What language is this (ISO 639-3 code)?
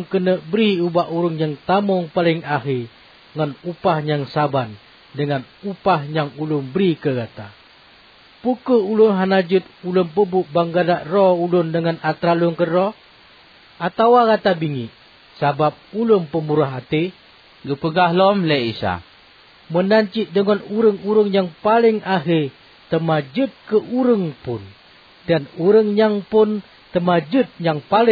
ace